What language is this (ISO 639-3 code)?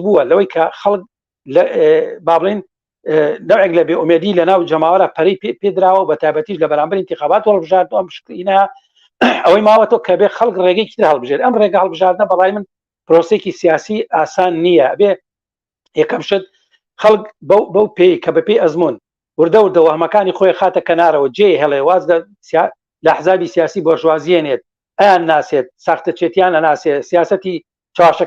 ckb